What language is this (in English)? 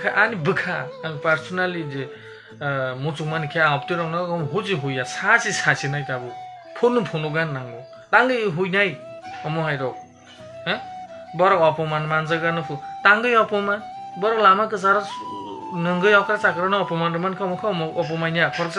Kok Borok